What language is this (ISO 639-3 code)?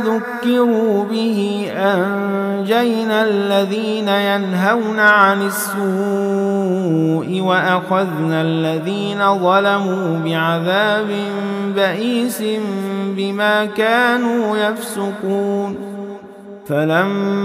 ara